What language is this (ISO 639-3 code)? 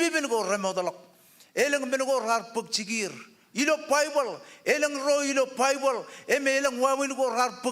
mah